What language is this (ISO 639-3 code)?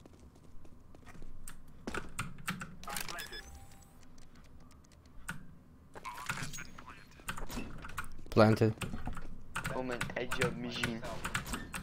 ron